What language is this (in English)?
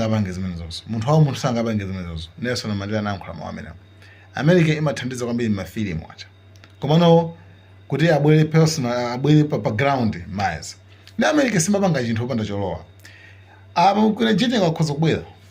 Nyanja